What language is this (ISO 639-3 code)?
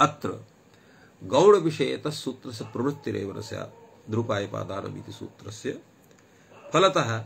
san